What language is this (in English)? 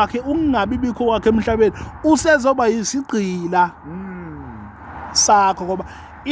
Zulu